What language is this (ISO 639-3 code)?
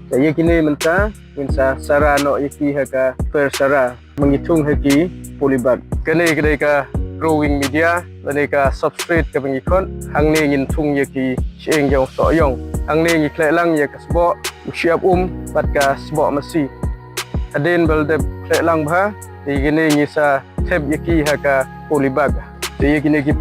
kha